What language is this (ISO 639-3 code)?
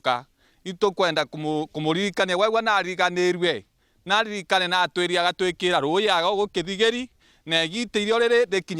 mer